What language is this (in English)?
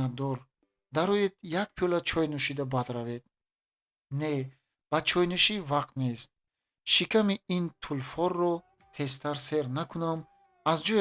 Tajik